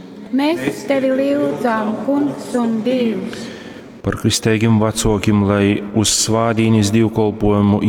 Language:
Latgalian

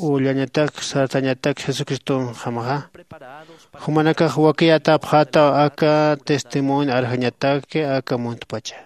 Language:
Aymara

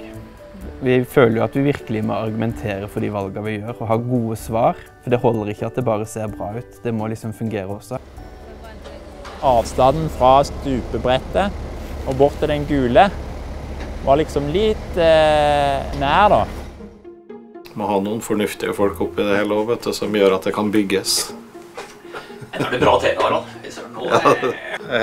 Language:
Norwegian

